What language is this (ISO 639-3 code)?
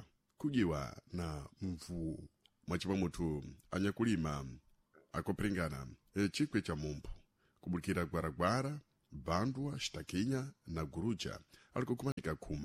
seh